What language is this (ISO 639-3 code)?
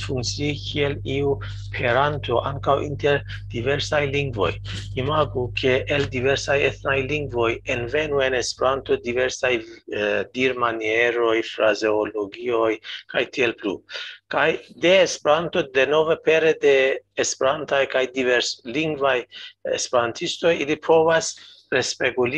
epo